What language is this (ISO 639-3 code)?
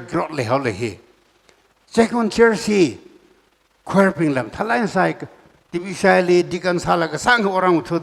nmf